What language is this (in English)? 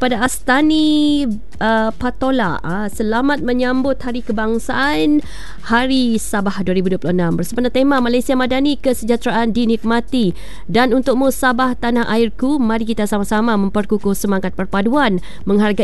Malay